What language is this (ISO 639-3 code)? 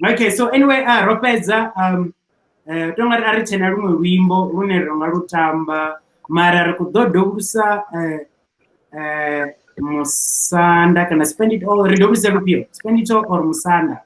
ven